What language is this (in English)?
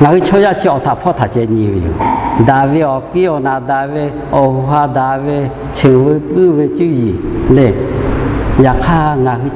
Lahu